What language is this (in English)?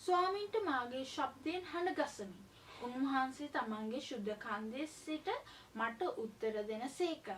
Sinhala